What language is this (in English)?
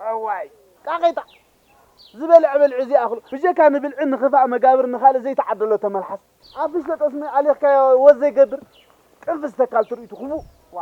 Tigrinya